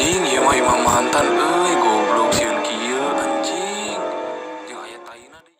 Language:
Sundanese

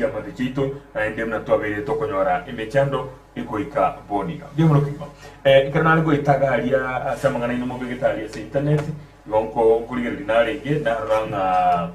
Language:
Gusii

